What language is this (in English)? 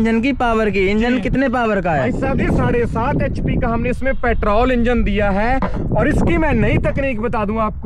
Hindi